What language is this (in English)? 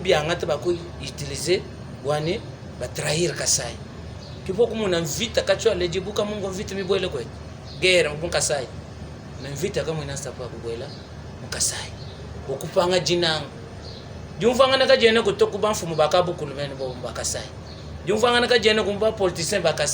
Luba-Lulua